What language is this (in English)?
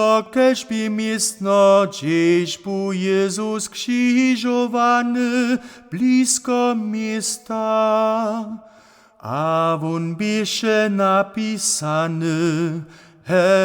Upper Sorbian